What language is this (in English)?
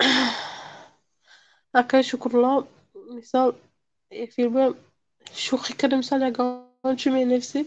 Tajik